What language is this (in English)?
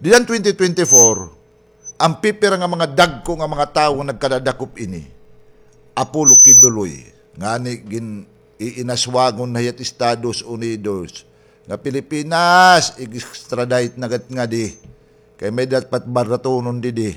Waray